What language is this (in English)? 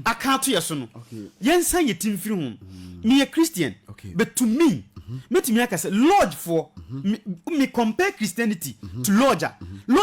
Akan